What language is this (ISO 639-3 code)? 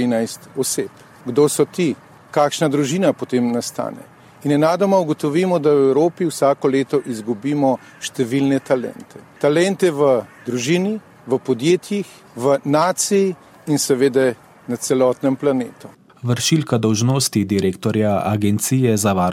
slv